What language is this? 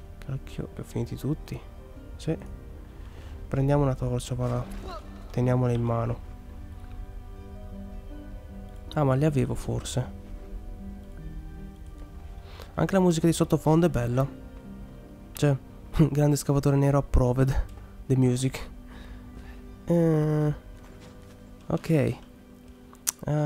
Italian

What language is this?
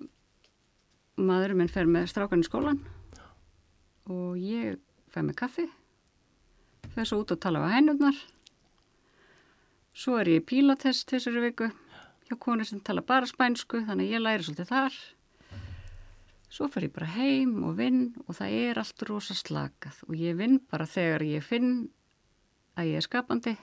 Icelandic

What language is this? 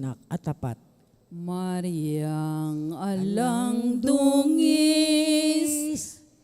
Pampanga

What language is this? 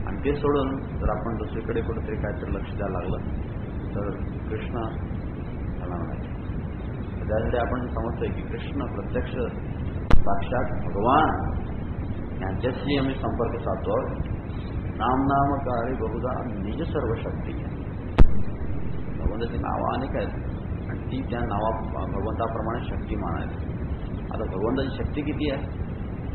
Marathi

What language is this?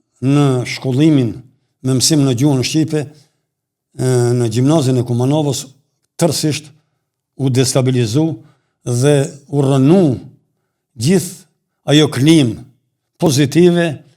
Albanian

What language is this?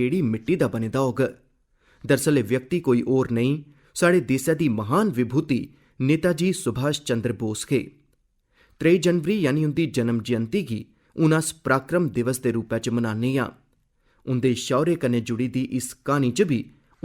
Dogri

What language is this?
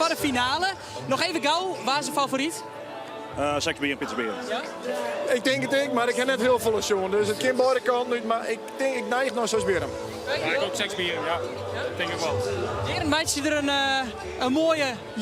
Western Frisian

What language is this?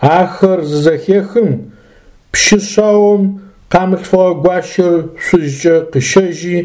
Adyghe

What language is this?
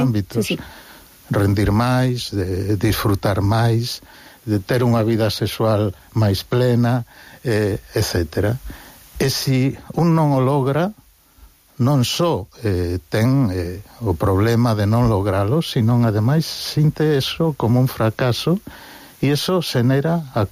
Galician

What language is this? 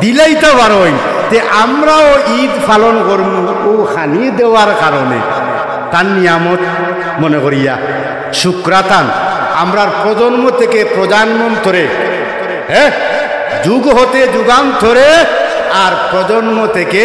Sylheti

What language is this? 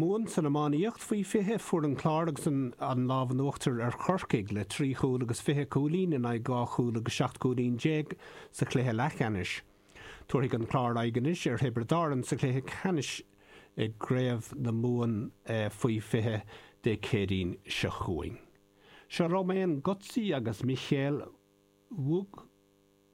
Irish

